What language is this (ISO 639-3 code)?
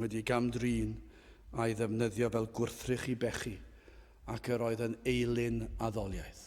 cym